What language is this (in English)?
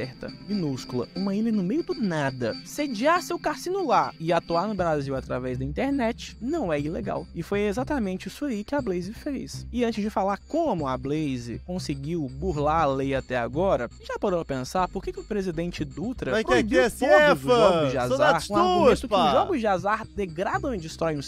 Portuguese